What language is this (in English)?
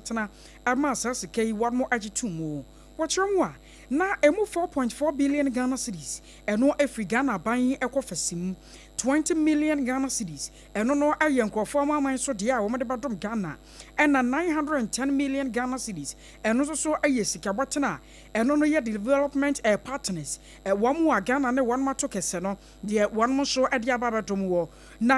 Akan